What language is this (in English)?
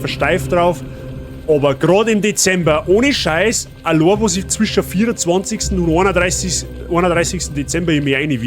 Bavarian